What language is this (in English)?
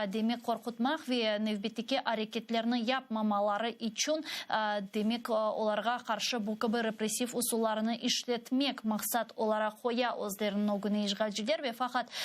Crimean Tatar